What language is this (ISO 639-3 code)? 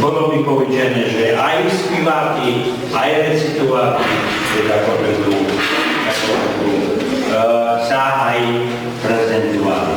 rue